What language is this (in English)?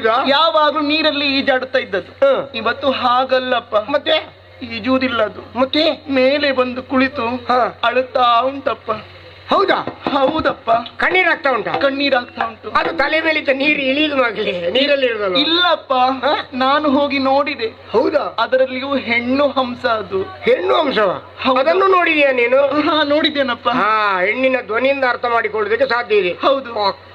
Kannada